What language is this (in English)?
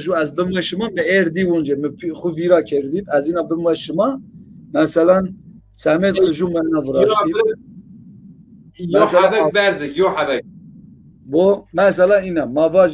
Zaza